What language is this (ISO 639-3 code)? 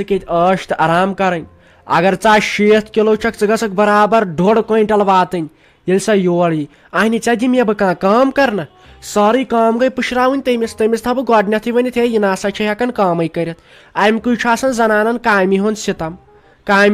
kas